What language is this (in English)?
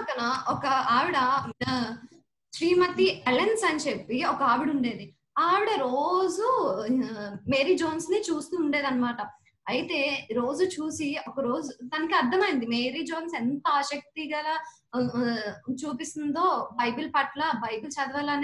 Telugu